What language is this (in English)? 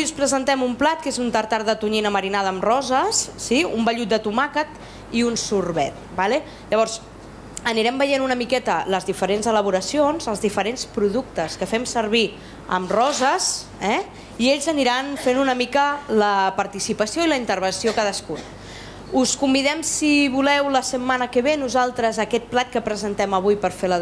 Catalan